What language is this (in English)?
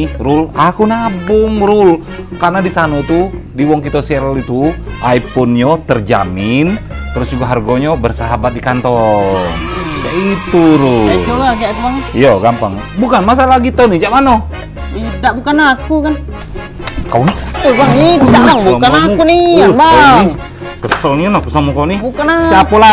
Musi